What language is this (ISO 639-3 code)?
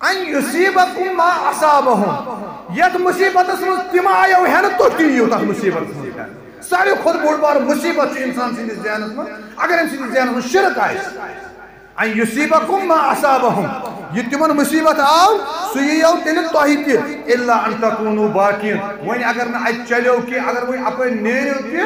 kas